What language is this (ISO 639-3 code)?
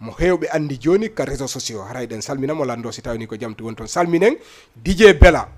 ful